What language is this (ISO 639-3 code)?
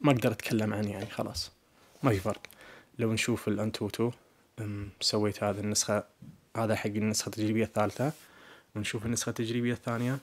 ars